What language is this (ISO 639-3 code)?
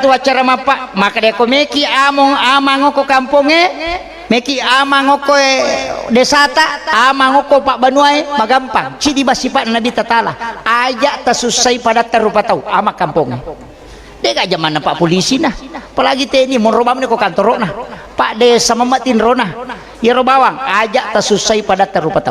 bug